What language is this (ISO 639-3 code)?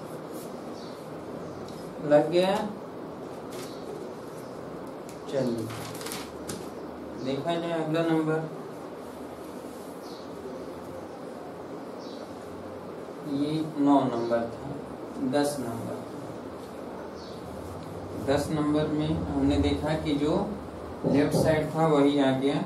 hin